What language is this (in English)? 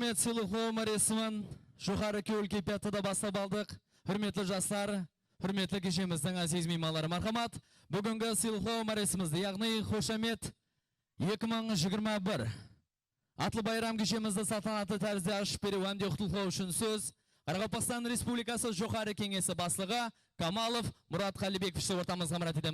Kara-Kalpak